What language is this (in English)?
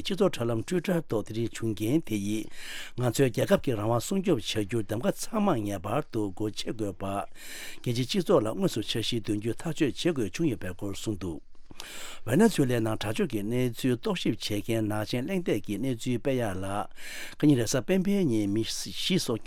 Tibetan